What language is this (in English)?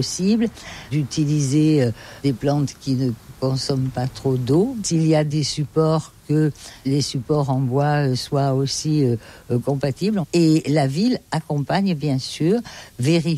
French